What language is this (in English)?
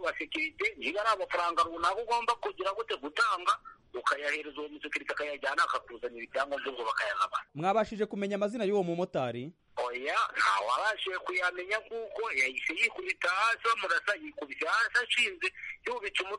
Kinyarwanda